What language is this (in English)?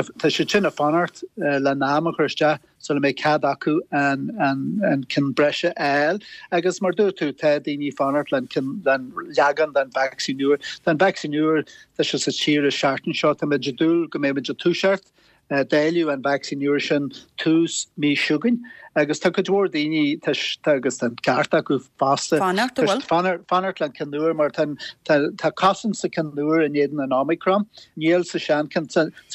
Irish